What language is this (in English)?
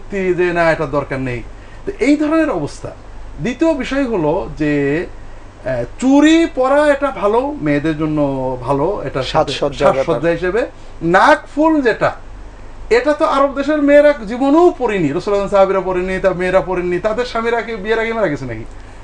Bangla